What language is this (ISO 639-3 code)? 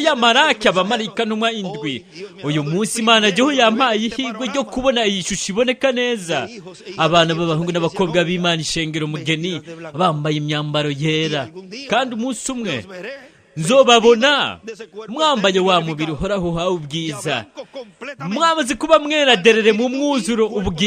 run